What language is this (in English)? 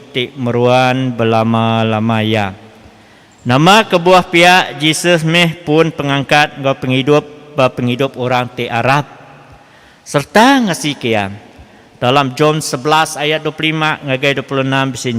Iban